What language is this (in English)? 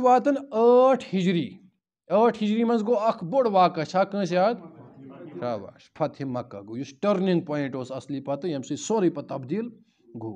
Kashmiri